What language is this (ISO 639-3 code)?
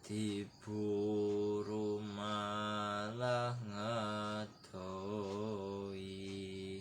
jav